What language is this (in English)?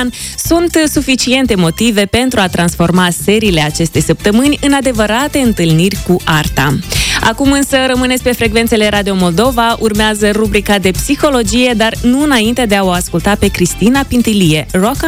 Romanian